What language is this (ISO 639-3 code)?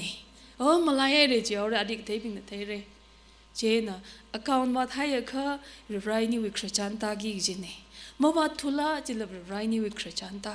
nmf